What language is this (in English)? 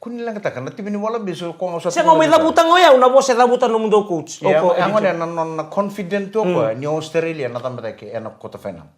Fijian